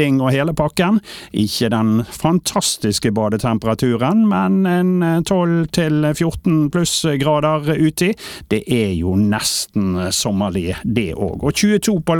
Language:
Norwegian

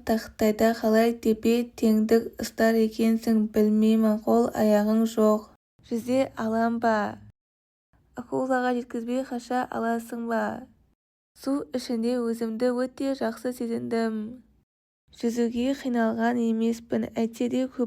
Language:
Kazakh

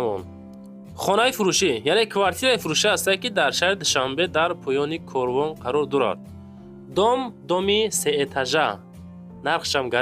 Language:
Tajik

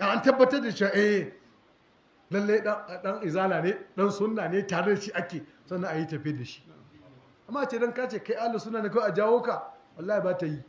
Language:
Hausa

